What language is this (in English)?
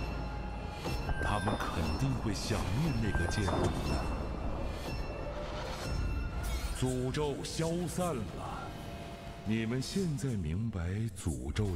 Chinese